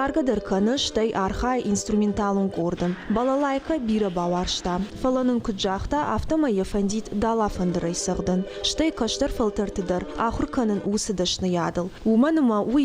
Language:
Ossetic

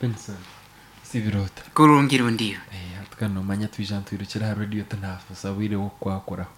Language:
Nyankole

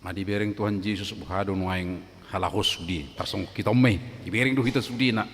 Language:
Batak Toba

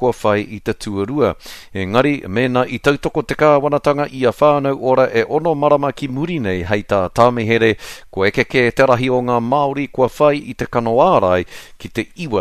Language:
Māori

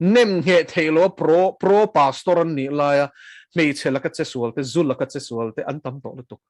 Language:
Mizo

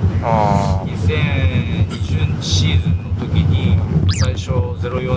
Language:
Japanese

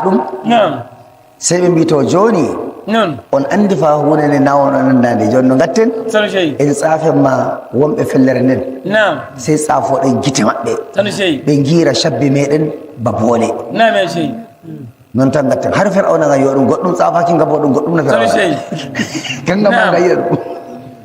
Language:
Nigerian Fulfulde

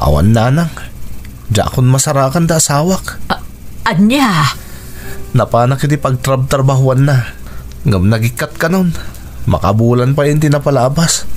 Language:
Iloko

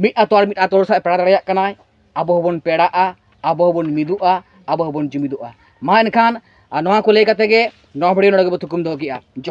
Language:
Santali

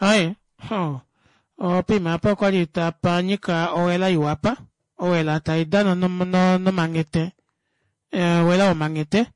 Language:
Kuanyama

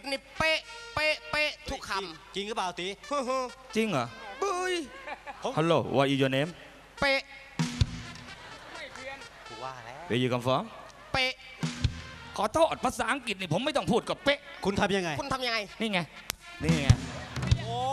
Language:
Thai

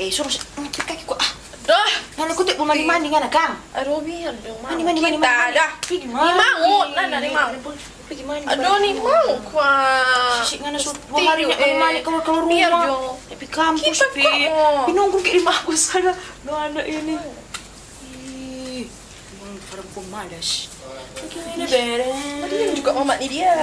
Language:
Manado Malay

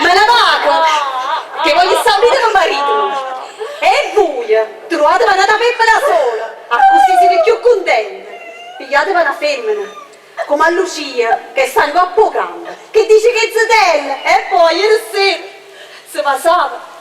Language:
Neapolitan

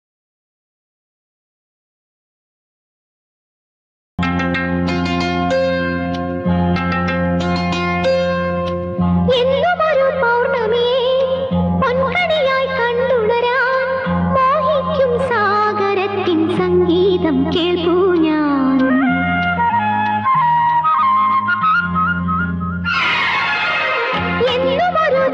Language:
Malayalam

